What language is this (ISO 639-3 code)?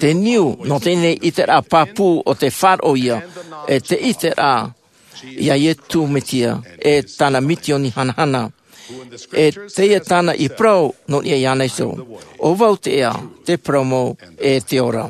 tah